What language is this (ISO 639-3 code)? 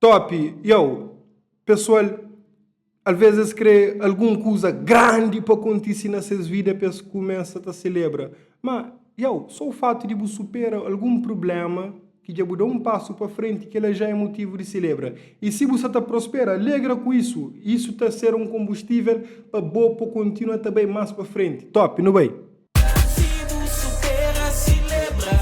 kea